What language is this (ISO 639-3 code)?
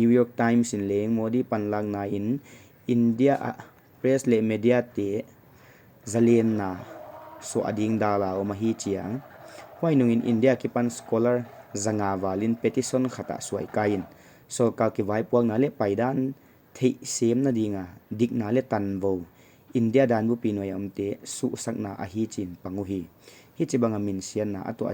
pck